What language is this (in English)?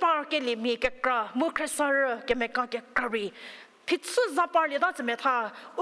Angami Naga